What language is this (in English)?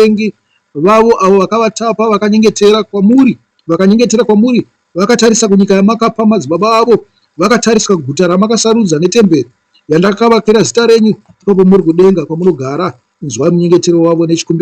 Shona